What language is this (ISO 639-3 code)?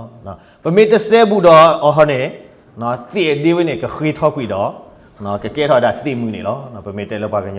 ksw